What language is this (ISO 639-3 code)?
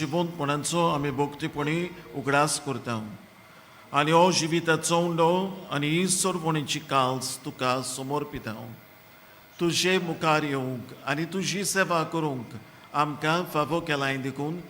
kok